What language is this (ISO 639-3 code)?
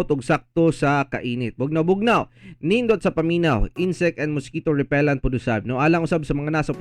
ceb